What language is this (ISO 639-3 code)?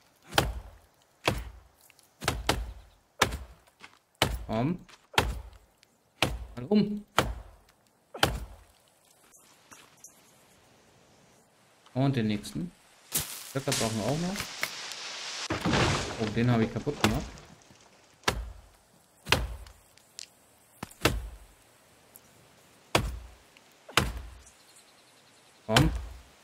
deu